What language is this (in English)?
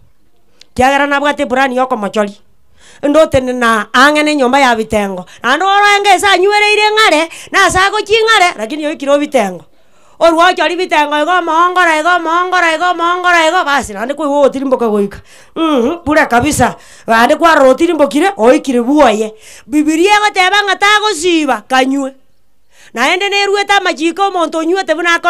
Gusii